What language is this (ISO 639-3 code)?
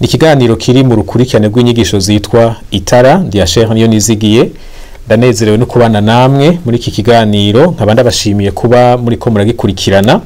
run